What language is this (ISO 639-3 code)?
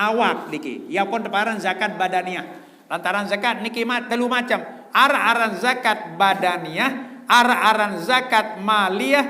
sas